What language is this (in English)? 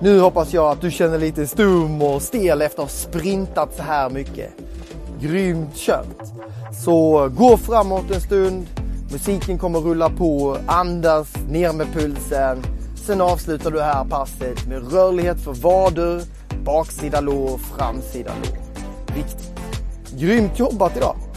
Swedish